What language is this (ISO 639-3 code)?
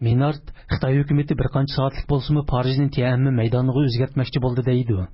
uig